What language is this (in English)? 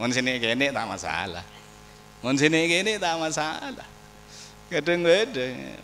Madurese